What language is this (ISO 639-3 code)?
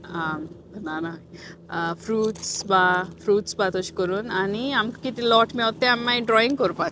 kok